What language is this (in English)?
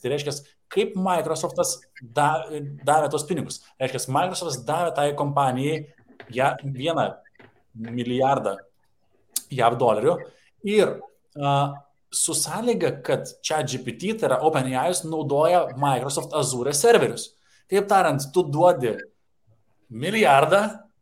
Lithuanian